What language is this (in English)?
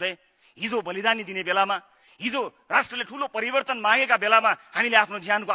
Nepali